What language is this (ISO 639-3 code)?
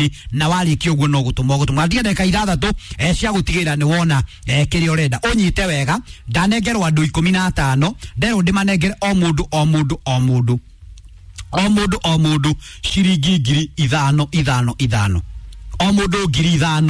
kik